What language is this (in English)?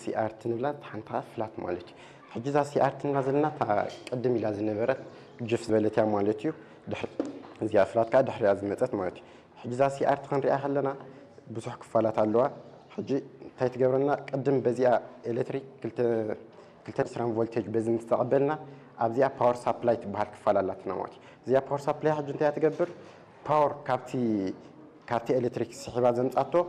Tigrinya